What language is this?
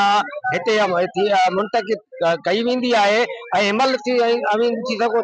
Sindhi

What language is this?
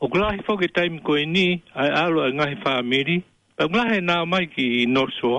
Tongan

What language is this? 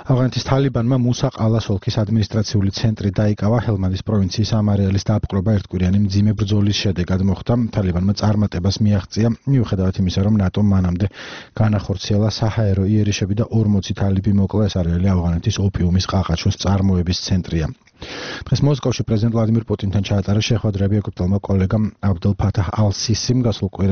Georgian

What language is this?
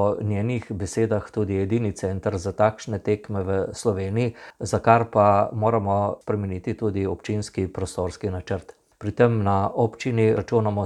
Slovenian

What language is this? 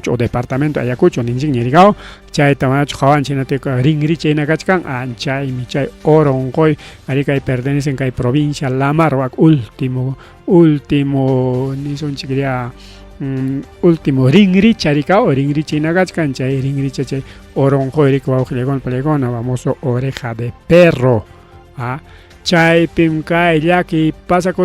Ayacucho Quechua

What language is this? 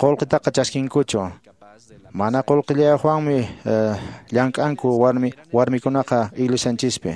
Quechua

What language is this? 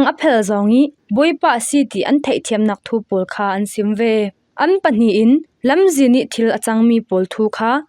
Falam Chin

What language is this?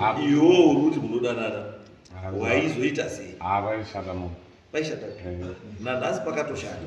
Shona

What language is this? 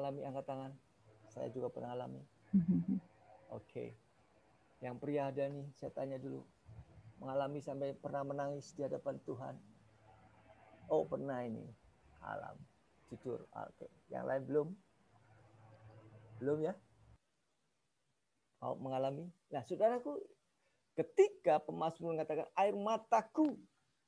Indonesian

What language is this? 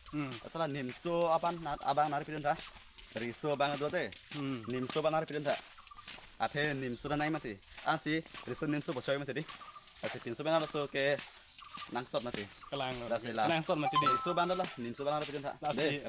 Karbi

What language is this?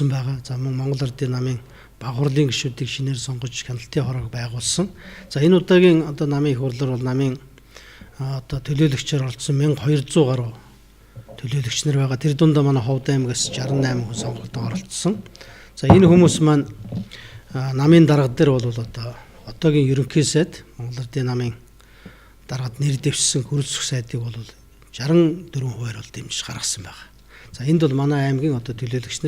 Mongolian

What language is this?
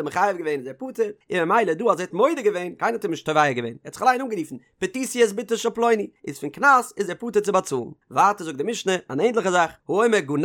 Yiddish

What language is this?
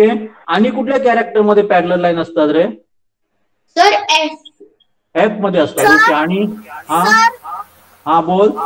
Marathi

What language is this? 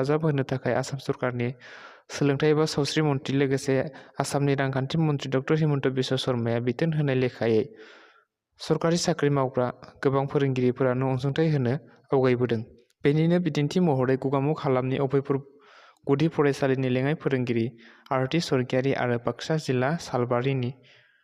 Bodo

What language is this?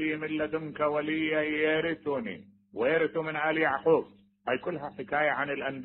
Mesopotamian Arabic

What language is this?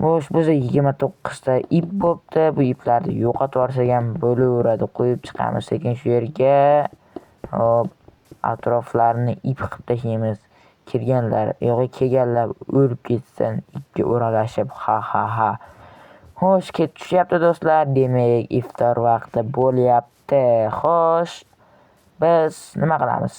Uzbek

